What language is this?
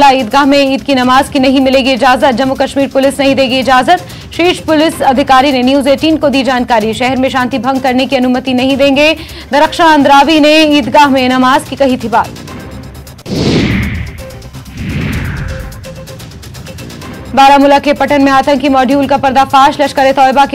Hindi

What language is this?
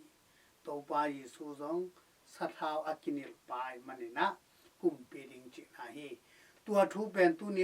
Tedim Chin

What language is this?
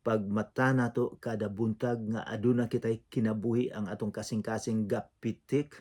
Cebuano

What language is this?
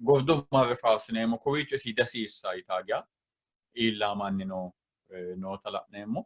Sidamo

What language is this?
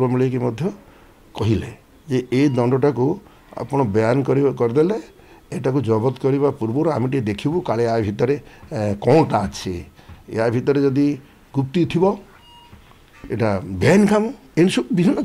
Odia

